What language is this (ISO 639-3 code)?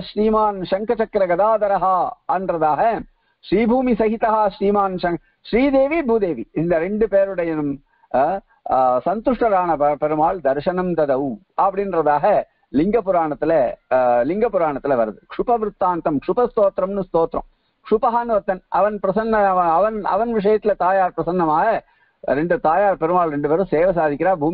tam